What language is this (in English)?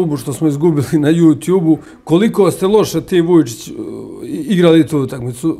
Serbian